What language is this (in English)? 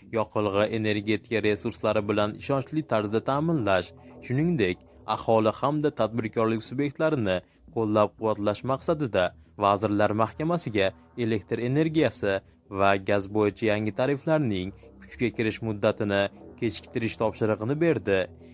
Uzbek